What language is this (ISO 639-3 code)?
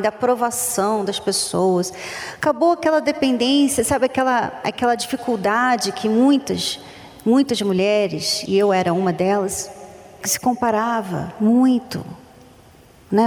por